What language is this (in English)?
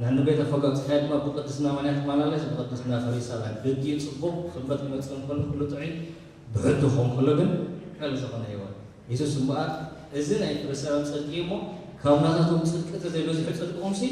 Tigrinya